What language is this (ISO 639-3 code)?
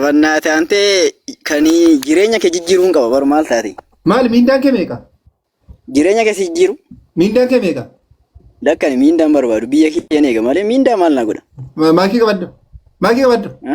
orm